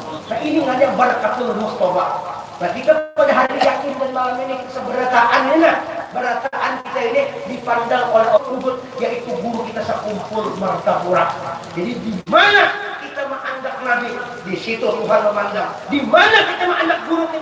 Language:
Banjar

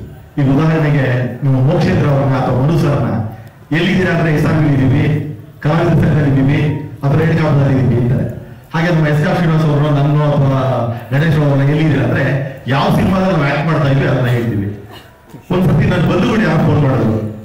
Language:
Kannada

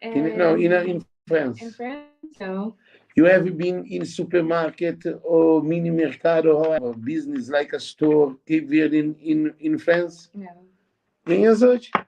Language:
Kabuverdianu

